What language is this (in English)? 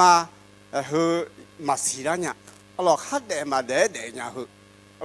Akha